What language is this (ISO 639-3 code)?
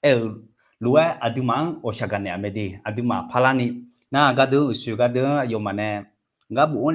ahk